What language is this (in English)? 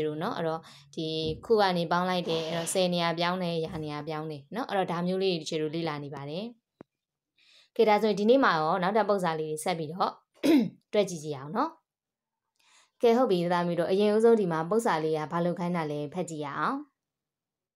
Burmese